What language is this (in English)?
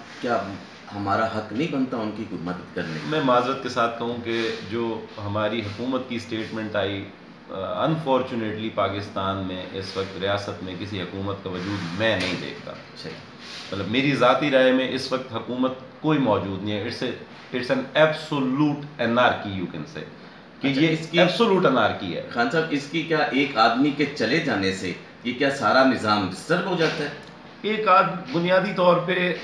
Urdu